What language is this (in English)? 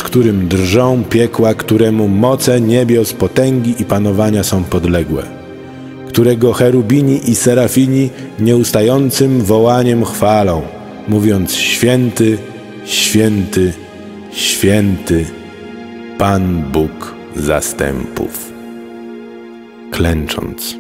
Polish